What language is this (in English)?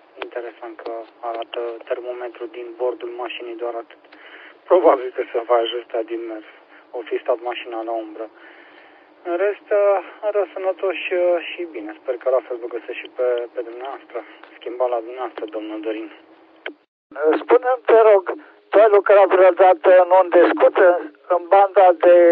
Romanian